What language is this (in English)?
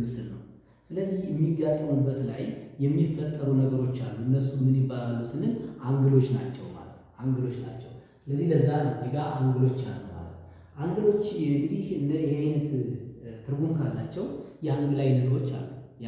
Amharic